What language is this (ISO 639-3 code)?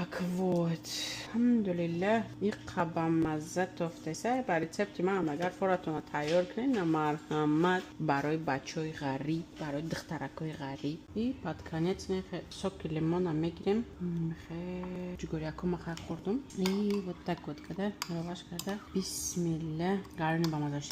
tgk